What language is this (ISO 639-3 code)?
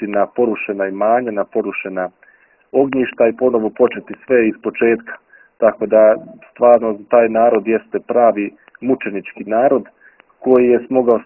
srp